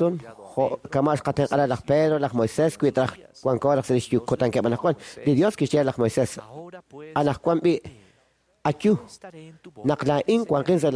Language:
Kekchí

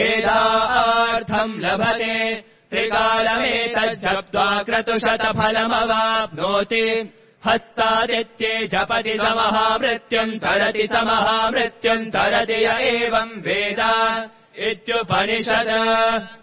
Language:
Sanskrit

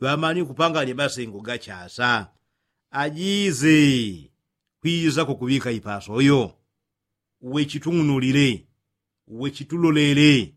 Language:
Yao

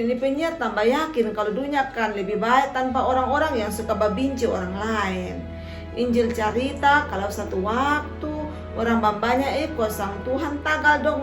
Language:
Kupang Malay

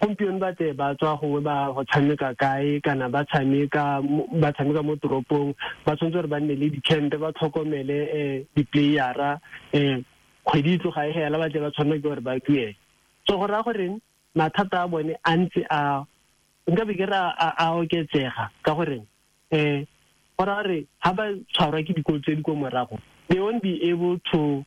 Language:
Tswana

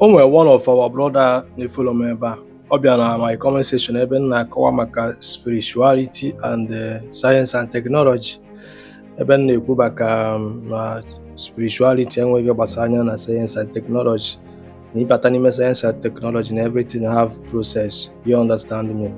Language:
Igbo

